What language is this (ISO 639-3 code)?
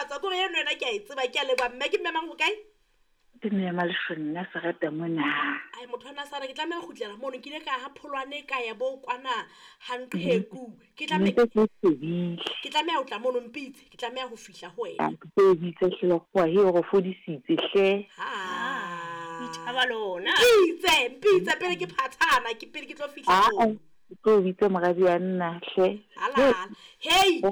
sot